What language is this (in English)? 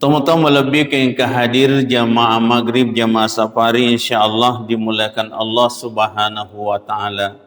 Buginese